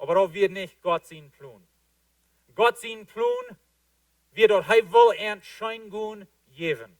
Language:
Plautdietsch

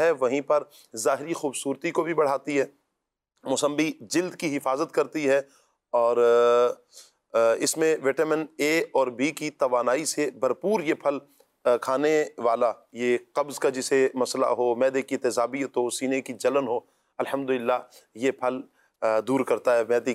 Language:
Urdu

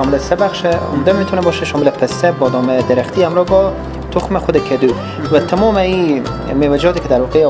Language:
Persian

